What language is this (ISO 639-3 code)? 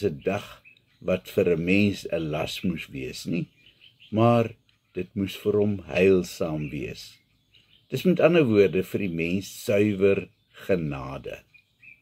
afr